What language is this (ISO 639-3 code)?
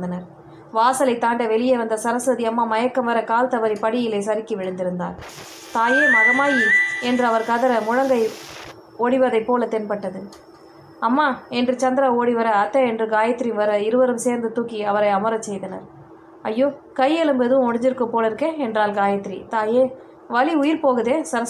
tam